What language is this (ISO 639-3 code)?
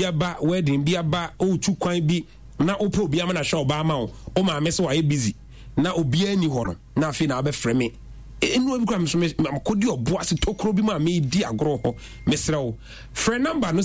aka